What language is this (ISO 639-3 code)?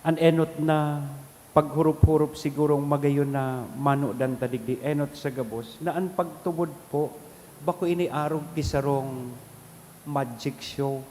bik